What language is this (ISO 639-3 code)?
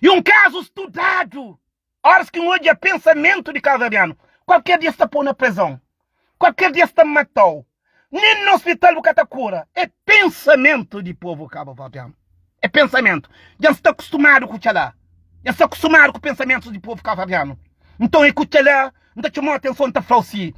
kea